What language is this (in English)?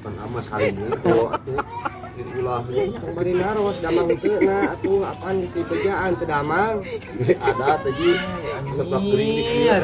Sundanese